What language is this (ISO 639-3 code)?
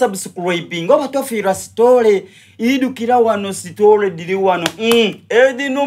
xog